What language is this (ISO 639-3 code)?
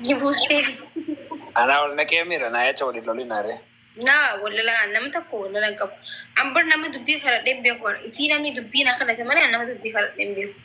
orm